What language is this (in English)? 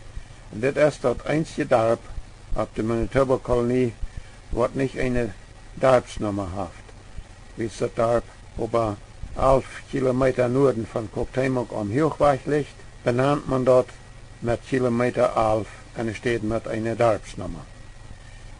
Plautdietsch